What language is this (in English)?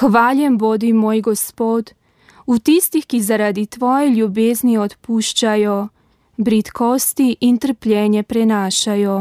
Slovenian